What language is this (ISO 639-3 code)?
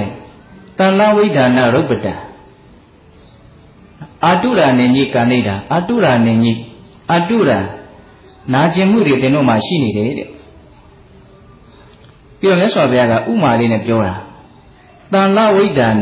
mya